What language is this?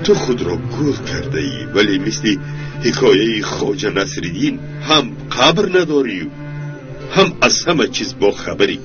Tajik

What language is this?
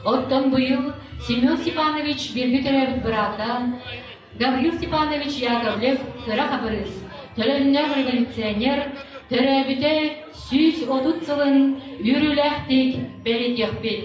Yakut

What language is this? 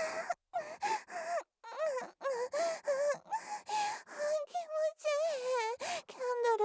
Japanese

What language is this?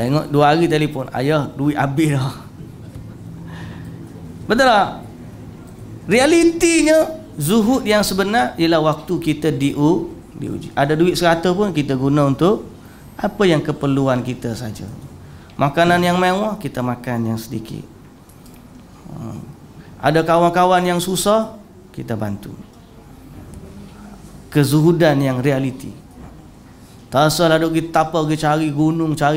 Malay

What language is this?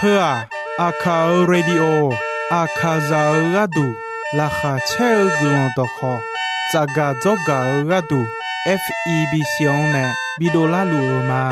Akha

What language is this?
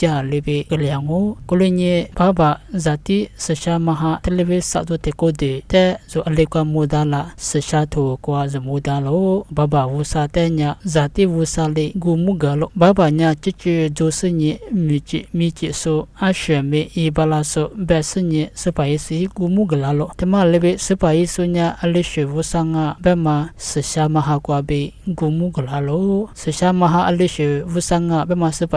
Lisu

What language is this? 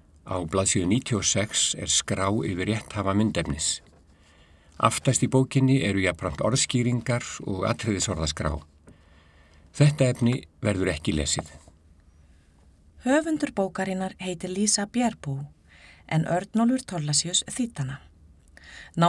Icelandic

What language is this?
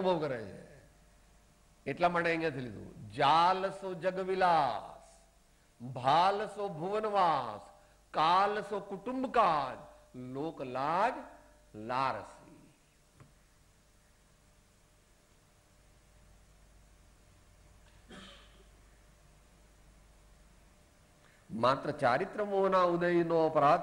Gujarati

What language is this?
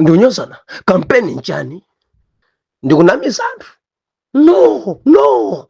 Nyanja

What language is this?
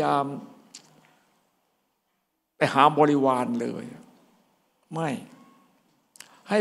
Thai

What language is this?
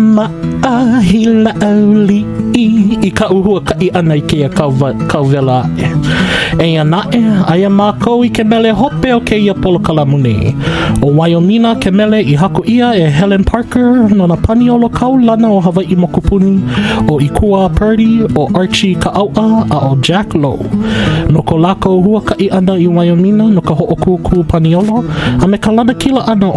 Hawaiian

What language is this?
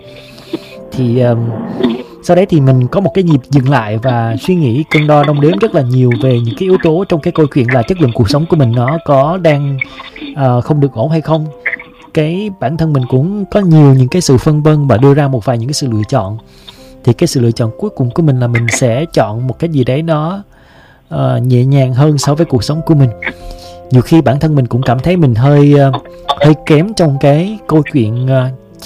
Vietnamese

